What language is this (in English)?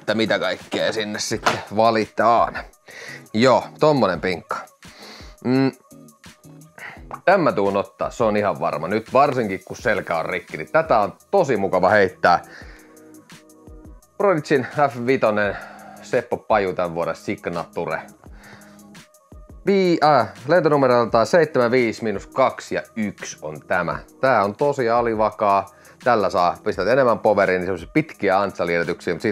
Finnish